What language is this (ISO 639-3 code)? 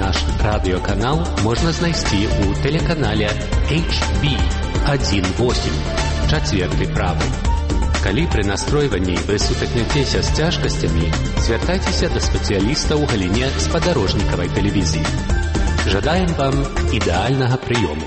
bel